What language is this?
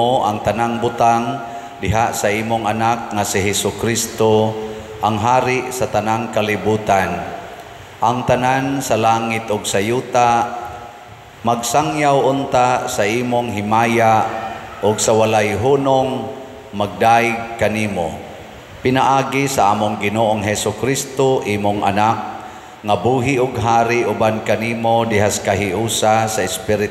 Cebuano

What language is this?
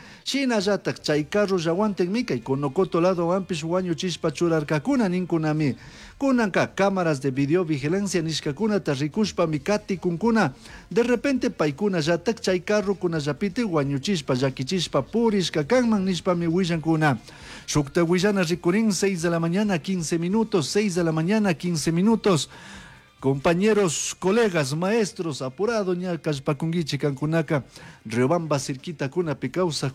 Chimborazo Highland Quichua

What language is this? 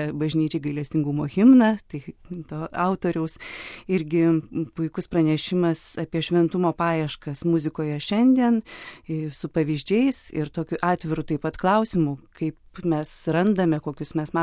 Lithuanian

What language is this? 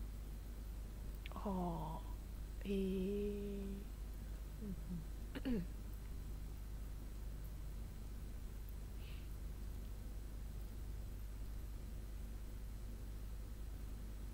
Japanese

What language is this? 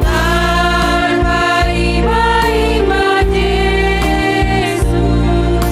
Batak Simalungun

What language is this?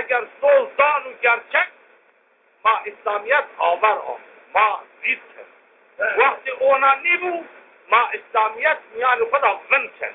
Zaza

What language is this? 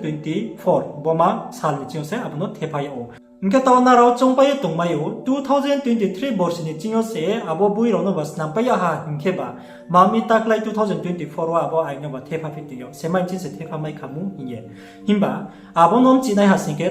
Riang (India)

